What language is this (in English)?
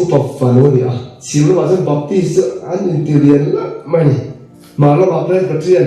Mizo